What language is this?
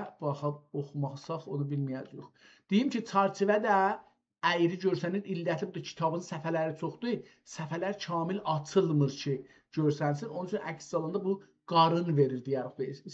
South Azerbaijani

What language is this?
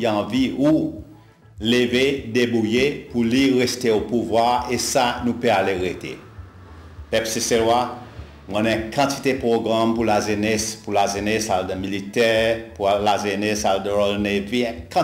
Seselwa Creole French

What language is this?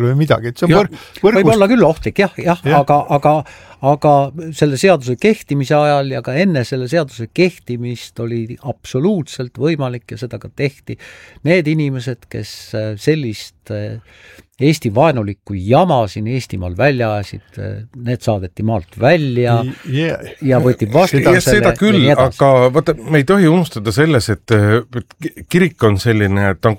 Estonian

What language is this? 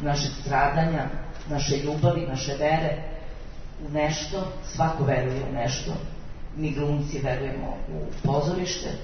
Serbian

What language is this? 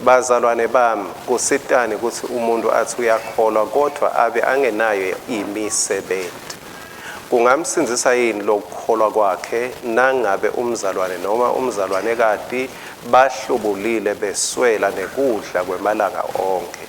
Swati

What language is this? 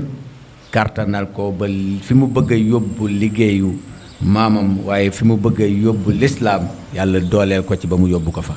Wolof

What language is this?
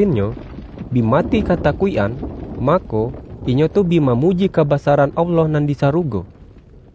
Minangkabau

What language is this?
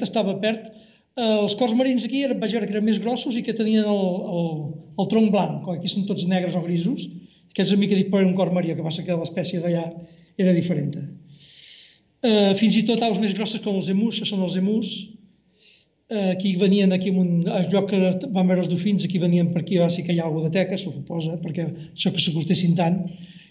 Catalan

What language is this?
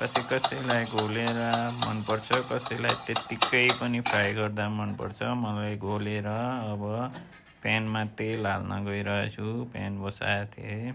Nepali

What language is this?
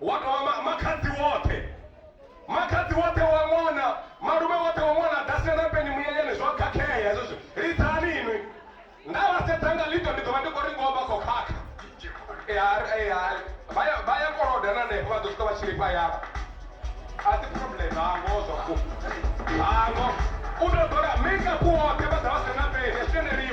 Venda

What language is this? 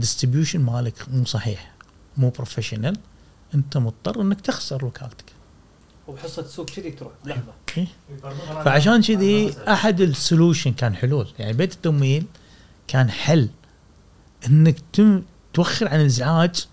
Gulf Arabic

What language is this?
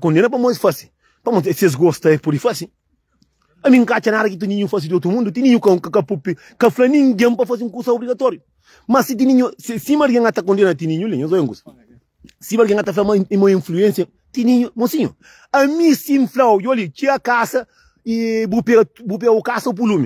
Kabuverdianu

